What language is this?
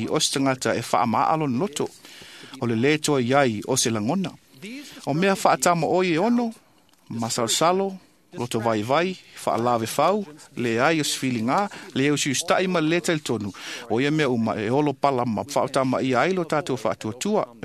Samoan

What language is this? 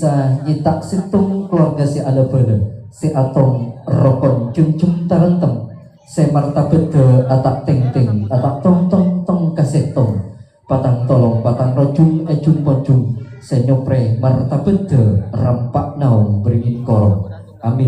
Madurese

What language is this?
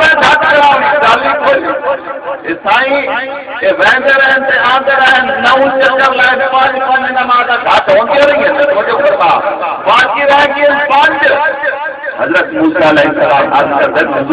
Saraiki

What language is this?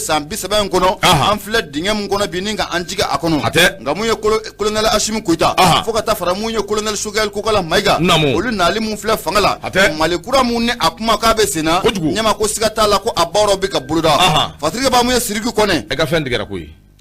Bambara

